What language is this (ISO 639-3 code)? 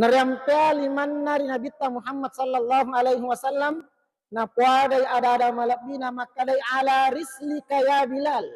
bug